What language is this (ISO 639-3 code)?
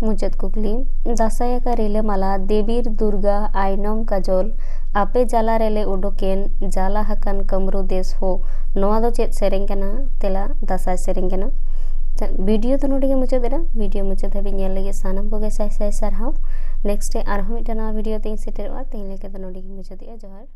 sat